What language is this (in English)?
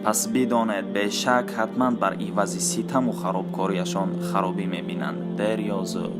Tajik